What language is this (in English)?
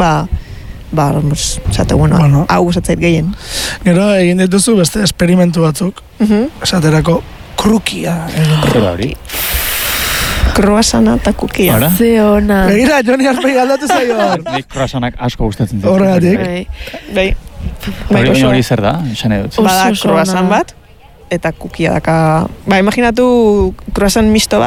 Basque